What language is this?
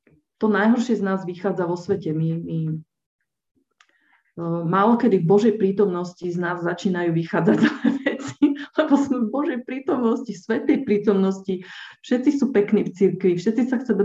Slovak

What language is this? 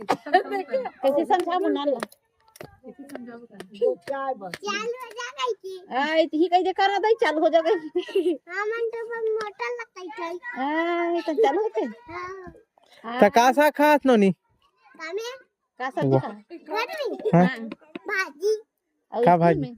Chhattisgarhi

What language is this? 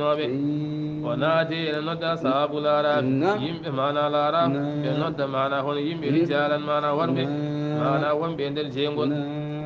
Fula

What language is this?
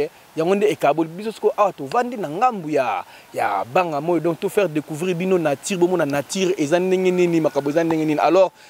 Lingala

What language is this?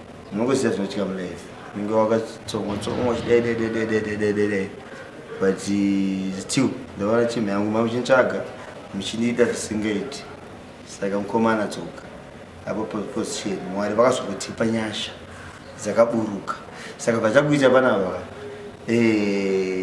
Shona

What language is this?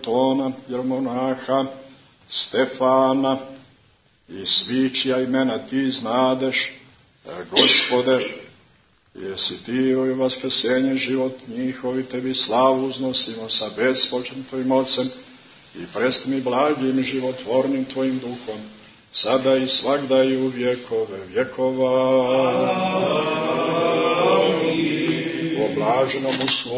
Serbian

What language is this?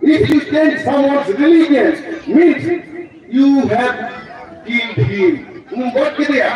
Santali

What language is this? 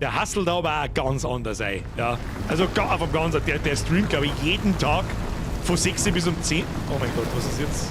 Bavarian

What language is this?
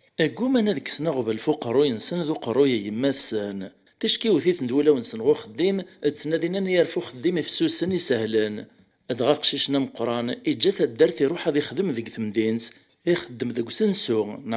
Kabyle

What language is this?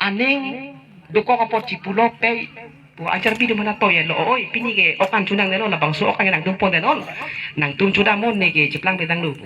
Karbi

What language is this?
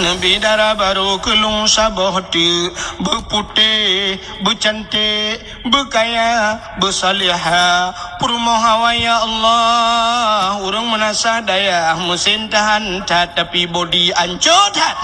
Achinese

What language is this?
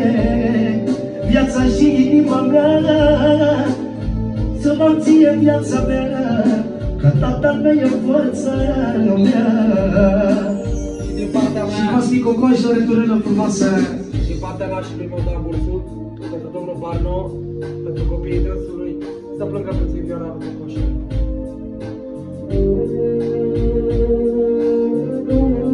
Romanian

